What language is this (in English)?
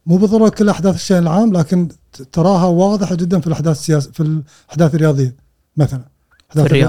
Gulf Arabic